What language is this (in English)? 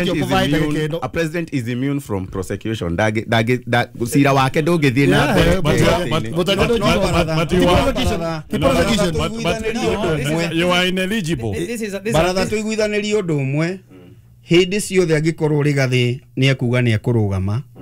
Kikuyu